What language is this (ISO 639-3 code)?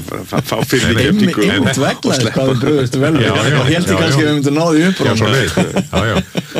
isl